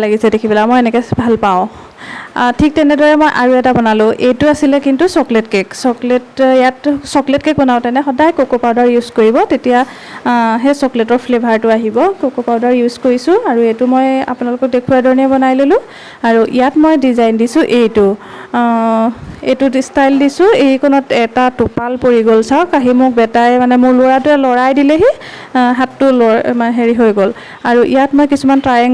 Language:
Assamese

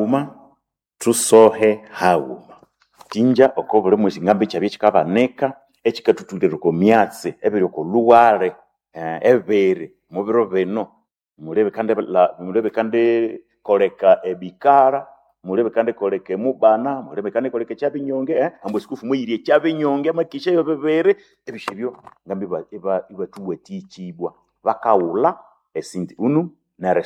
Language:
Nande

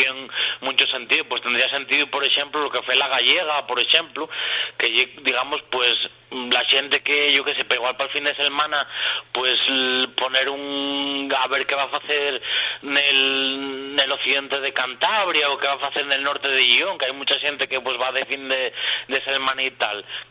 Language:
Asturian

